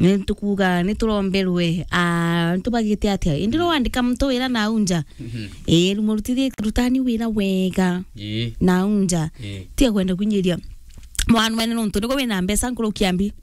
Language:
Meru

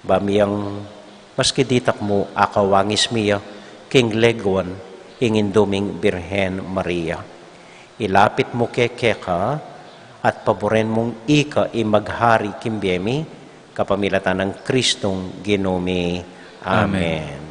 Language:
Pampanga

